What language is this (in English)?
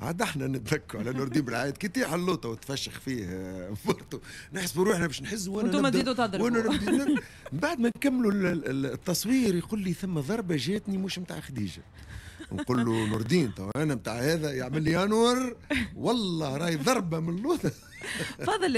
Tunisian Arabic